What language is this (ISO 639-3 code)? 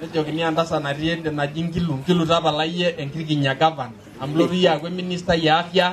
mas